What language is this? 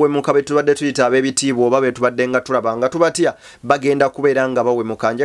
Ganda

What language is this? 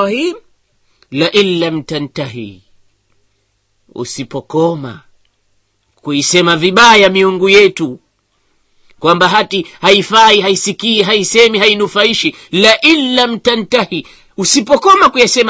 Swahili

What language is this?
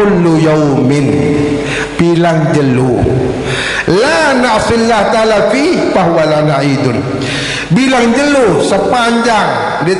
Sasak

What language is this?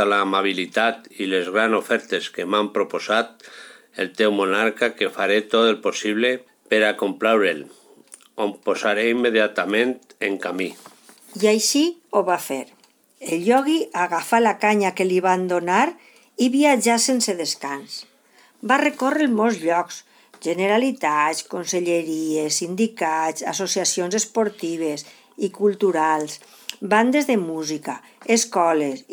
Catalan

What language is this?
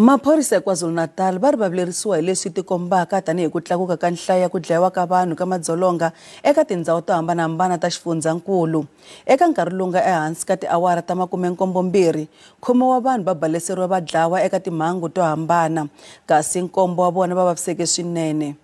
Tsonga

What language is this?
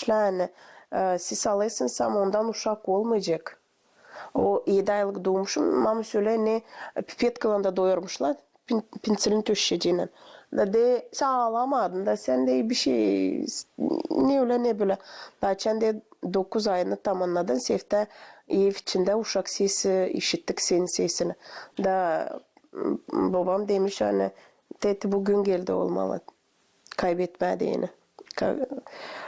Gagauz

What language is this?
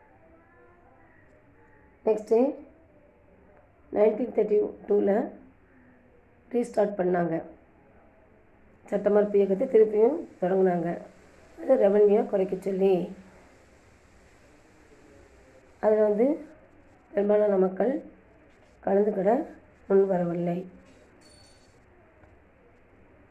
Tamil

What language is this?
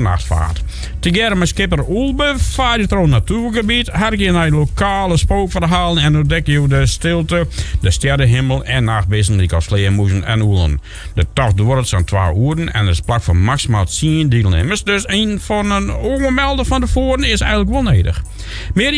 Western Frisian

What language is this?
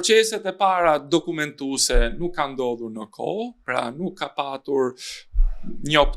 Albanian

